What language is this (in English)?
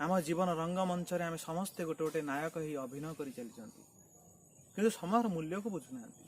Odia